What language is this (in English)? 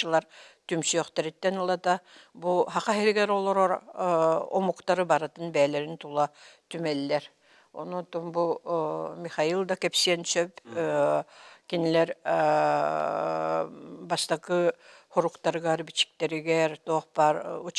Yakut